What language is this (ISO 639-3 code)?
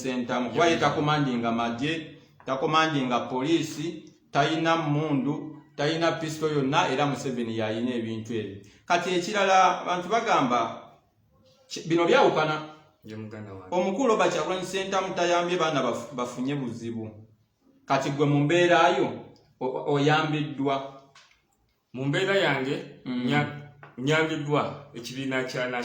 lug